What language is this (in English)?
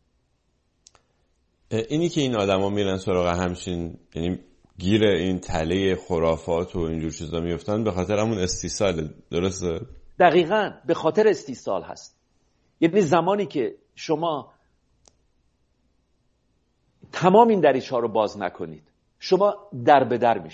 Persian